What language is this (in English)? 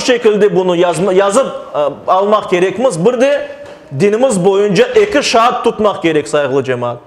Crimean Tatar